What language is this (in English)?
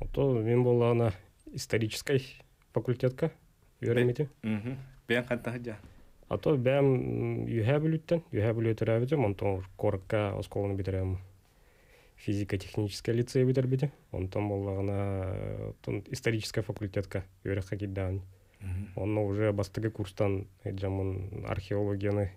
Yakut